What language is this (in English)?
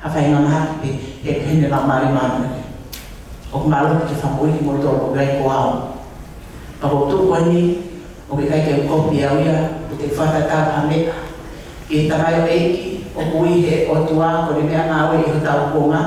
Tongan